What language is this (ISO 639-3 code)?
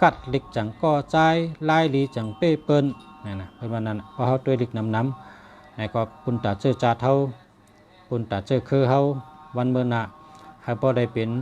shn